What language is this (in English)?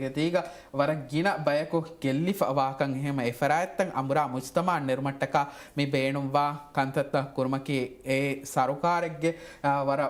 Divehi